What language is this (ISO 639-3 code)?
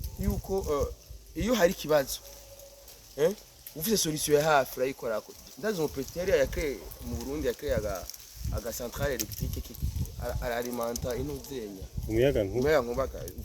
run